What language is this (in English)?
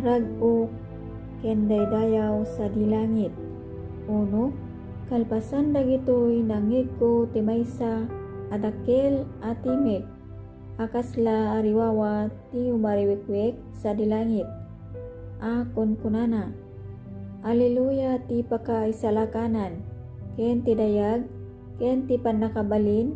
Iloko